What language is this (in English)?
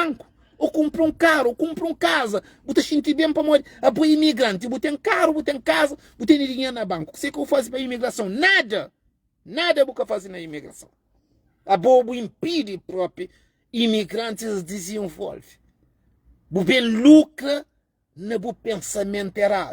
Kabuverdianu